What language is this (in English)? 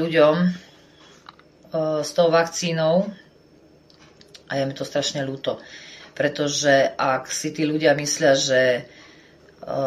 Slovak